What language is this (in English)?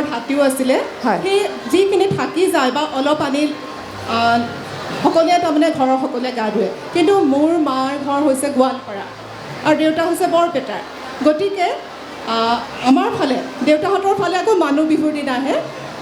Assamese